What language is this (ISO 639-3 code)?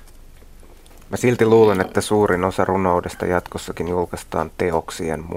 fin